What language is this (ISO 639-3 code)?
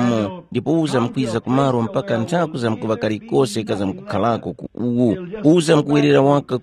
tum